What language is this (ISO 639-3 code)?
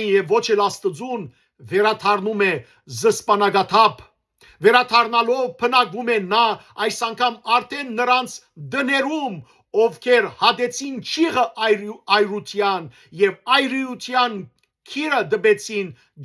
hyw